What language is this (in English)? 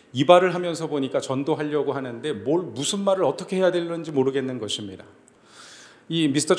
Korean